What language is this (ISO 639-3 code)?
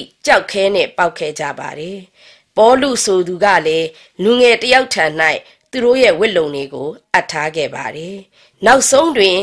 mya